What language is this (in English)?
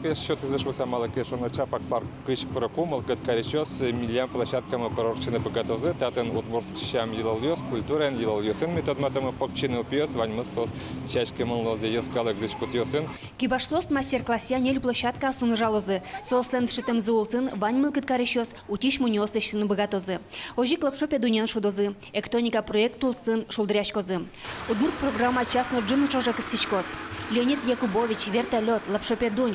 Udmurt